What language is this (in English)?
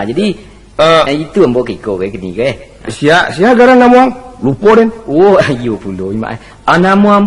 Minangkabau